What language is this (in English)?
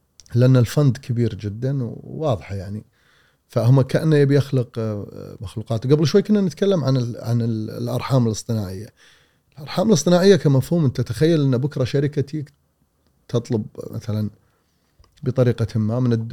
Gulf Arabic